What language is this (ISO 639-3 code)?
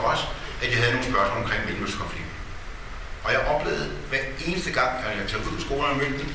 dan